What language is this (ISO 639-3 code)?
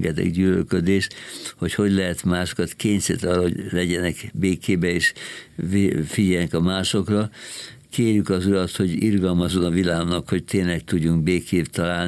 hun